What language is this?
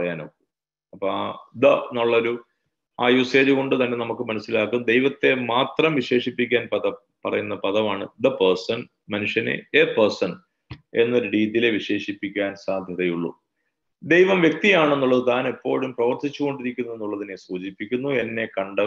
Malayalam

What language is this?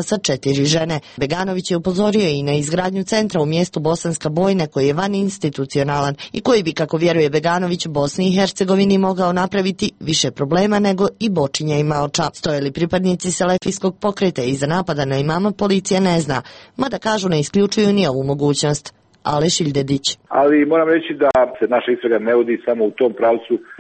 Serbian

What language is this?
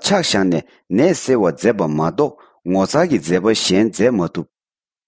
Tibetan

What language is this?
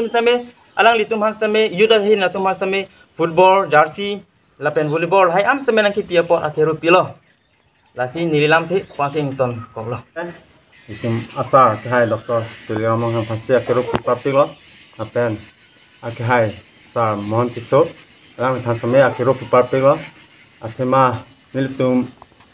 Karbi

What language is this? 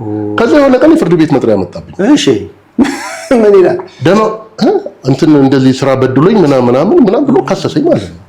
Amharic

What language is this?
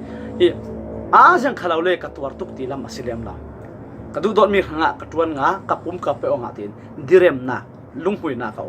Falam Chin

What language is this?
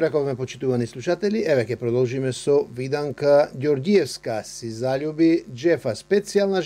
Macedonian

